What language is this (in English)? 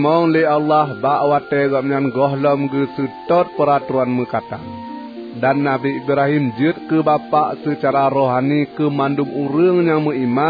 Achinese